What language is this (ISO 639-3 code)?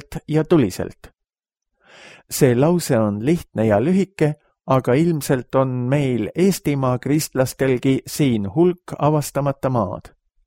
est